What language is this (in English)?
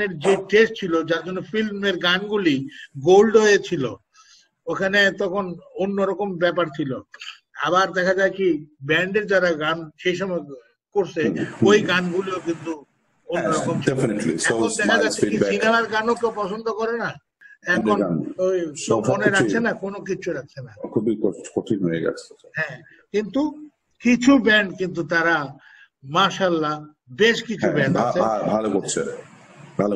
Bangla